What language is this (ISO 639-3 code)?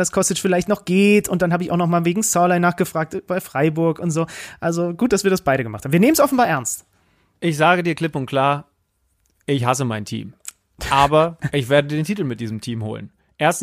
deu